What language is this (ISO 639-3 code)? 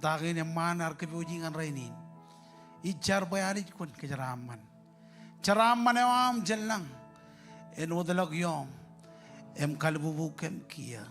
mah